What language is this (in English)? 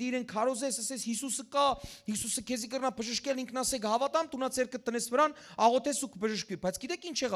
Western Armenian